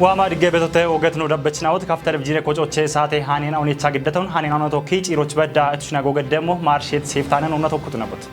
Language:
Kafa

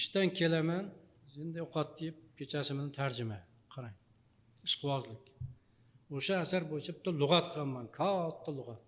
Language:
Uzbek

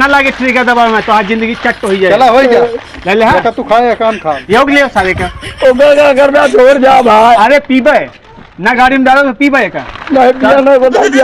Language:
Awadhi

